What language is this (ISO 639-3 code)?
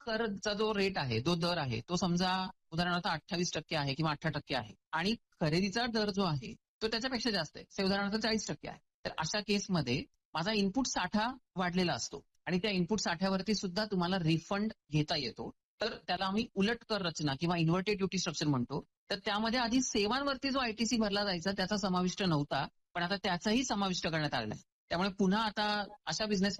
mar